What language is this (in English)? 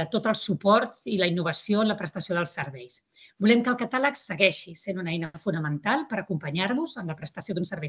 Catalan